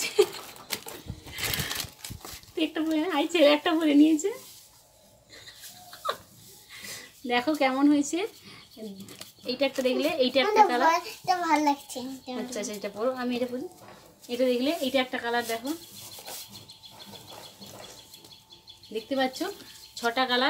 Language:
Bangla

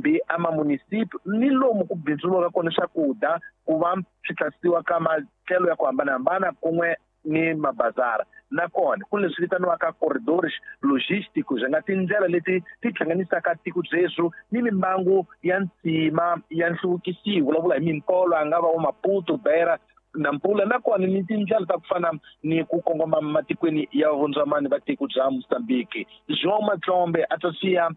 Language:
Tsonga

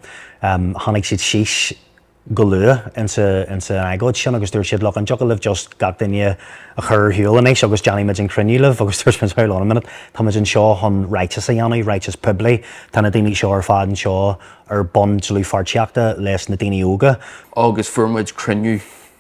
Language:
Irish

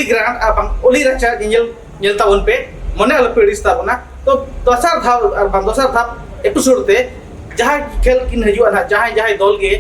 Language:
Santali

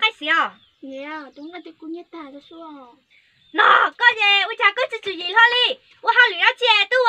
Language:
Hmong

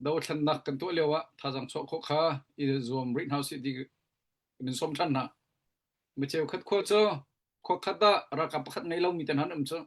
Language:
Hakha Chin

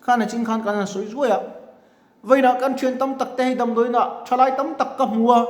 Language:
Mizo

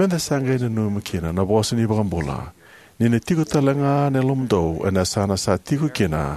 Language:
Fijian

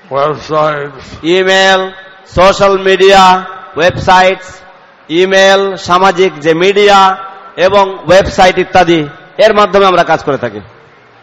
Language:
Bangla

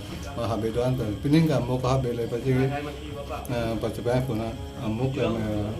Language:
Karbi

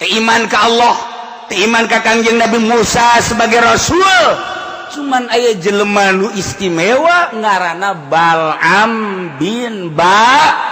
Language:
Sundanese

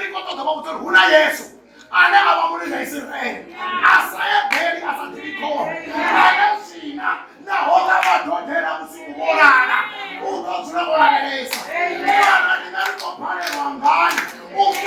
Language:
Venda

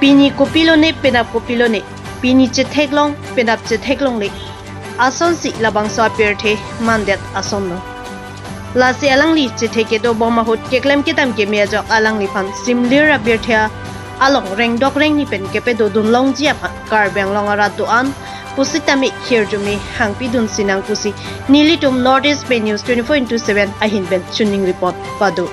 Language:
Karbi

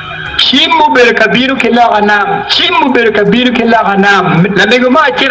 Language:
Acoli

